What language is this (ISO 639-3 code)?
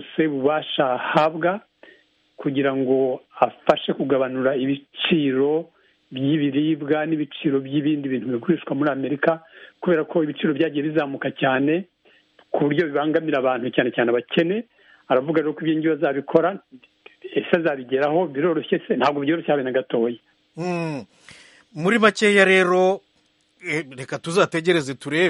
kin